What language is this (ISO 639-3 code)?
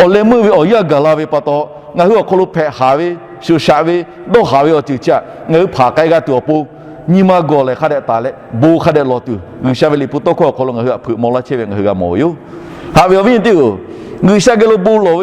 lhu